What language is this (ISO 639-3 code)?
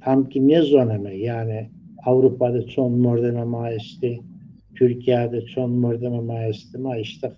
zza